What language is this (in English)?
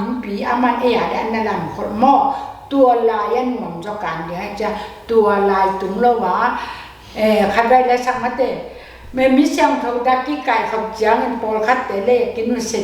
Tedim Chin